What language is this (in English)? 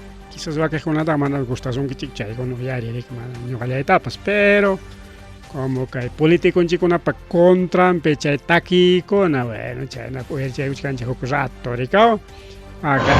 Ayacucho Quechua